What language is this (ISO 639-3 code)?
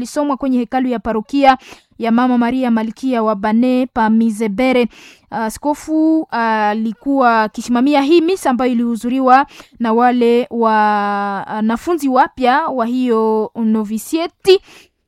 swa